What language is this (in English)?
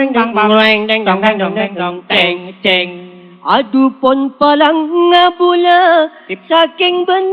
Madurese